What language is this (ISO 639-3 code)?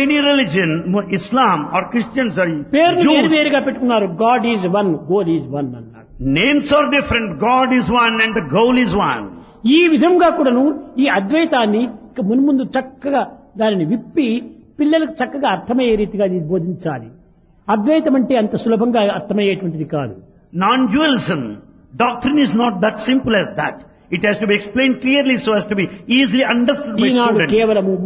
tel